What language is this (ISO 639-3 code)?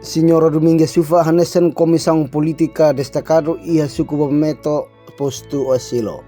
tet